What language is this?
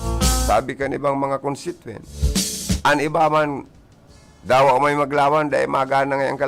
Bikol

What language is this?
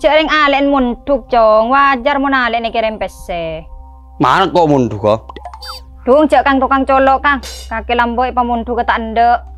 Madurese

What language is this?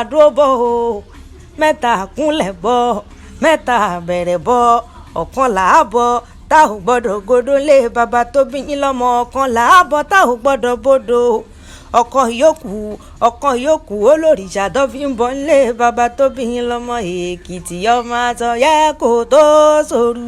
Yoruba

